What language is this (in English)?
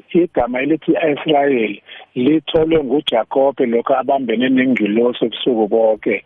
South Ndebele